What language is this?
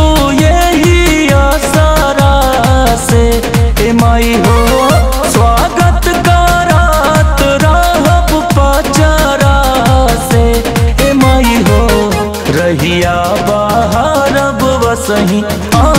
Bhojpuri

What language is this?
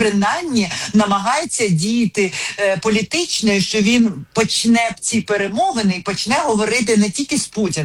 Ukrainian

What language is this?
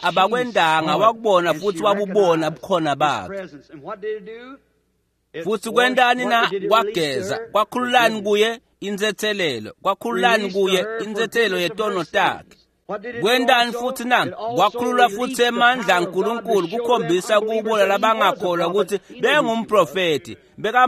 Swati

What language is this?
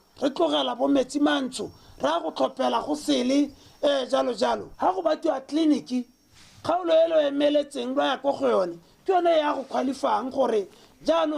Tswana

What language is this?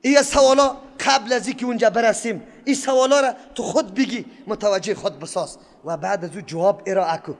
Persian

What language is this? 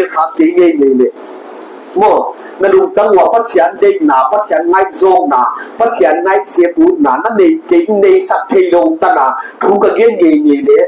Paite Chin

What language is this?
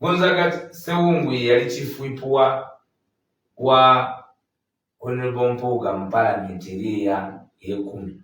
Ganda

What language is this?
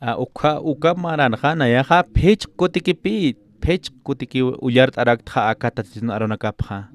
Aymara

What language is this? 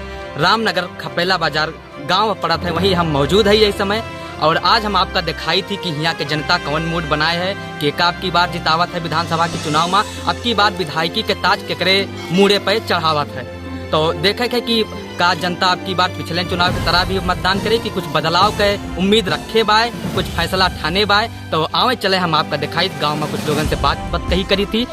Awadhi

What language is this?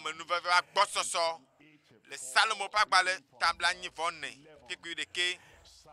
Ewe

